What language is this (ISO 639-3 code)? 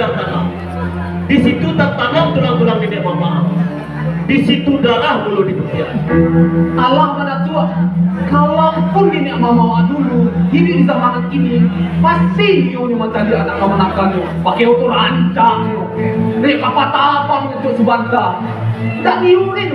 min